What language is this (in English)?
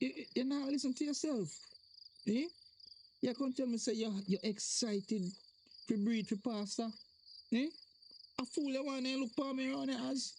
Jamaican Creole English